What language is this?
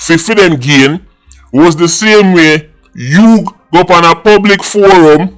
Jamaican Creole English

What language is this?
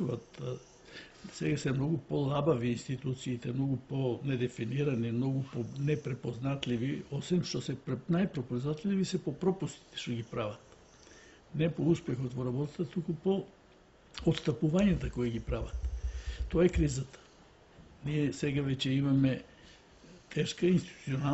Macedonian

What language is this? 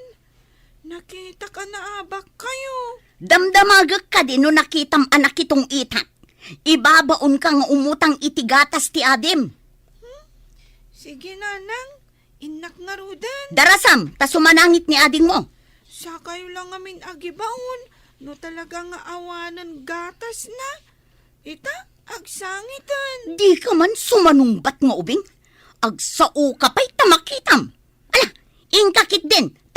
Iloko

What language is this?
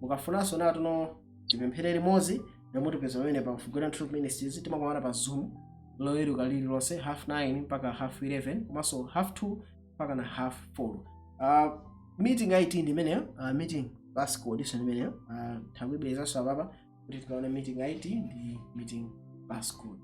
Nyanja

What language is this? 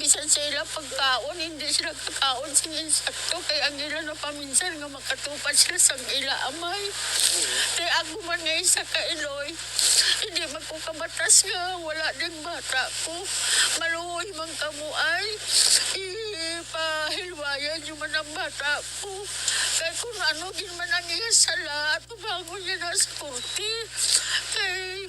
Hiligaynon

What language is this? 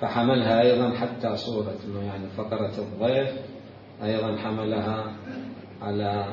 Mesopotamian Arabic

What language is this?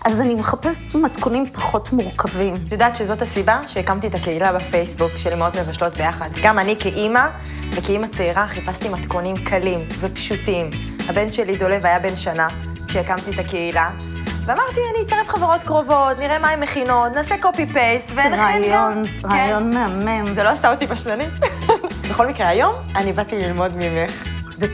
Hebrew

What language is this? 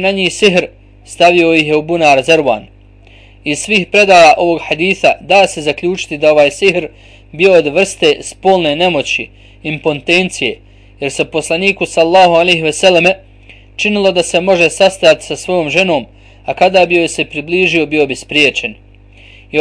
Bosnian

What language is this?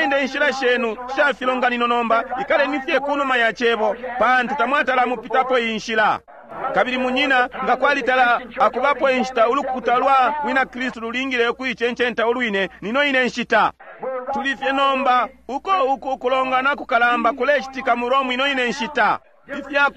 Bemba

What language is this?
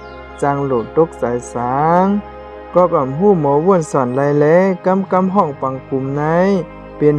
Shan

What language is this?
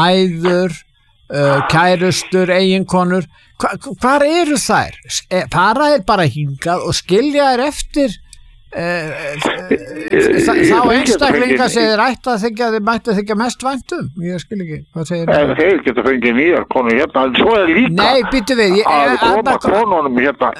Icelandic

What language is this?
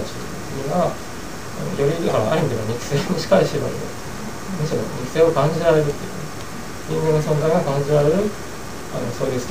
Japanese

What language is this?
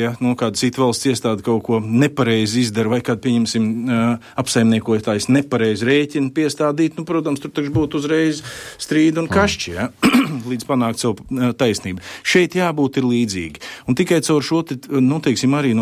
Latvian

